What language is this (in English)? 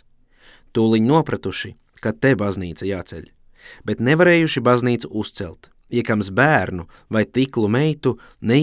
Latvian